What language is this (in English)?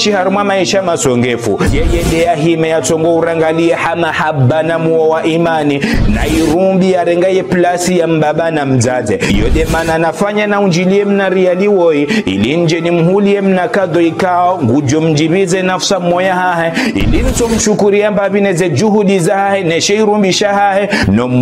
Ngazidja Comorian